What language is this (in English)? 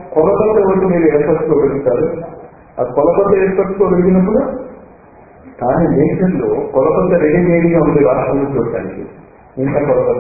Telugu